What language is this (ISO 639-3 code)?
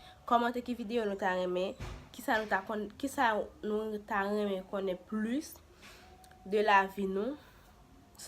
hat